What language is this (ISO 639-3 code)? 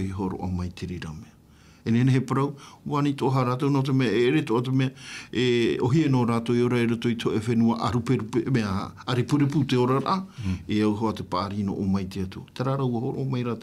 tah